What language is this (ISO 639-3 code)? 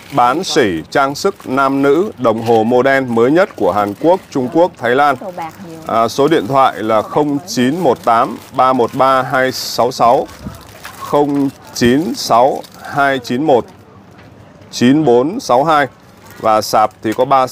vie